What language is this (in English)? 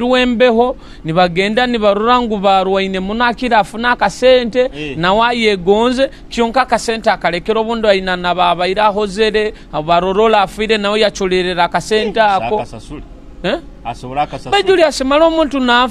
Nyoro